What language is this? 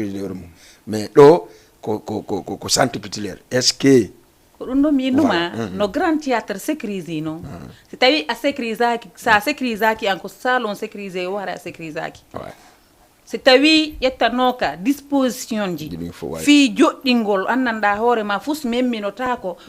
Fula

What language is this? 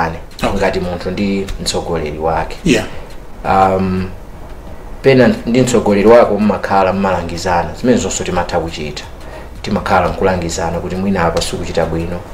Nyanja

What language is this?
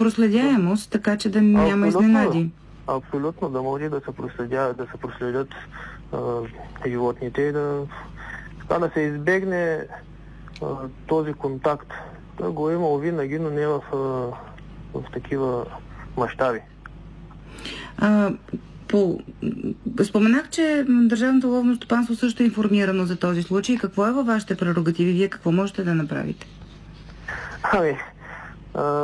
Bulgarian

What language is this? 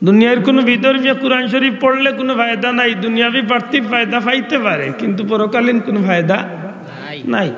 Sylheti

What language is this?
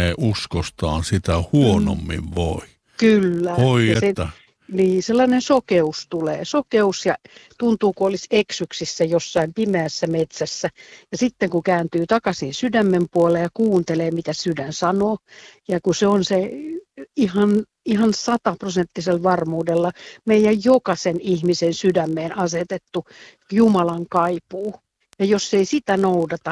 Finnish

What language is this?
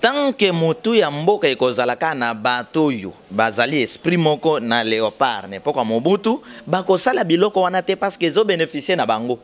Lingala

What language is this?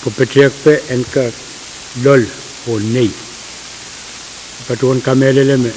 Pohnpeian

